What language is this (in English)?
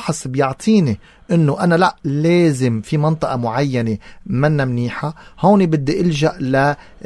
North Levantine Arabic